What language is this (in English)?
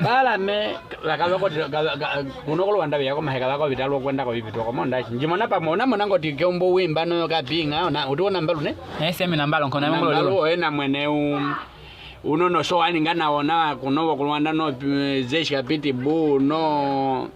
Nyaneka